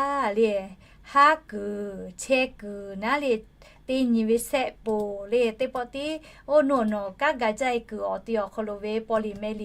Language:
Lahu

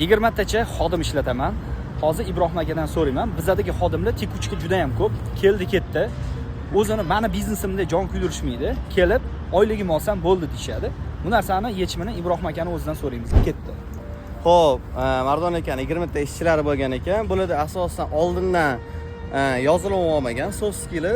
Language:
Uzbek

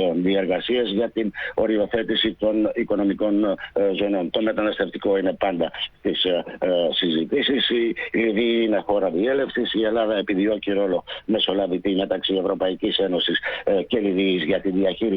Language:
Greek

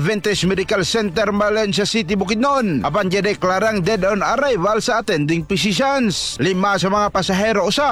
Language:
Cebuano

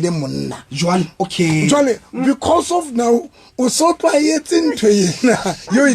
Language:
Southern Sotho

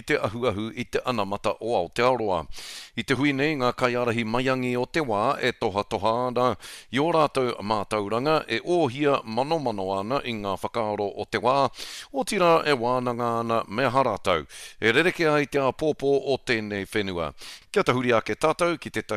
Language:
Māori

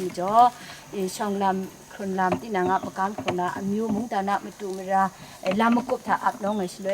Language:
Kachin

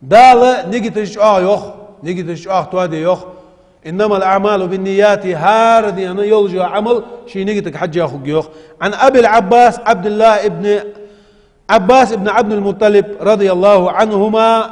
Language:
Ingush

